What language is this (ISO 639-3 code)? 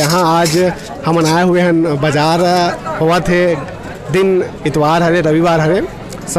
hne